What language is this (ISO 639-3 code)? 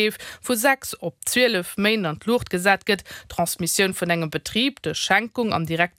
ltz